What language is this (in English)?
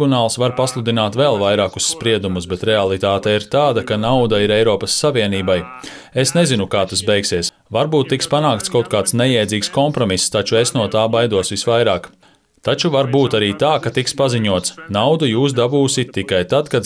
Latvian